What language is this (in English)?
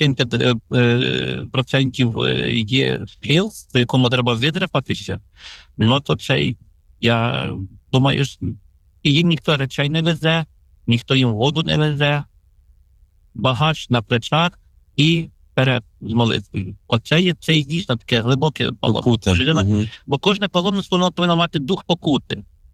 Ukrainian